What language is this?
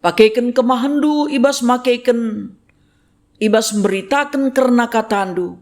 Batak Karo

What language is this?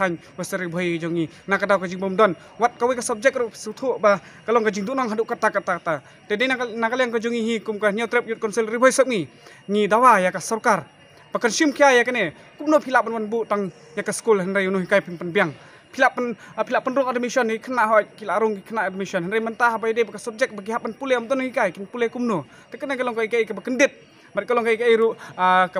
Khasi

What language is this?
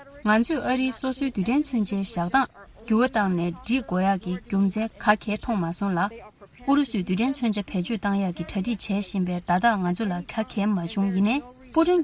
Tibetan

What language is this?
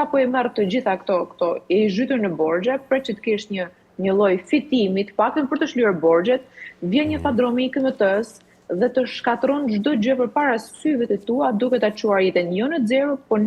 Albanian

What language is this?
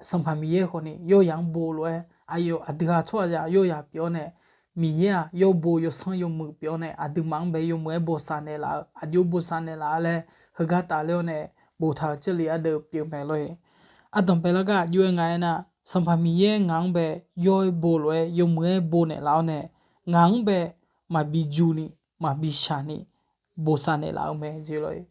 Akha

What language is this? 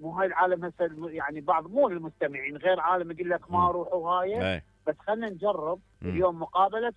Mesopotamian Arabic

